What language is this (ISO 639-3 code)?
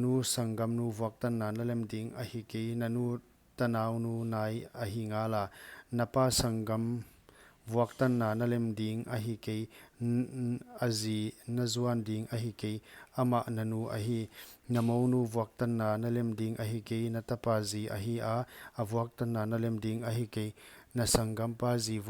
pck